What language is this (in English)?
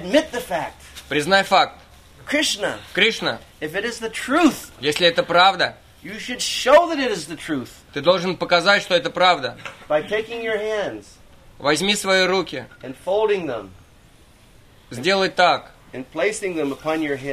Russian